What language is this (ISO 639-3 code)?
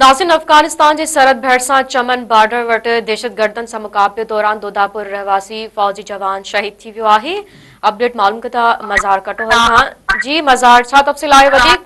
snd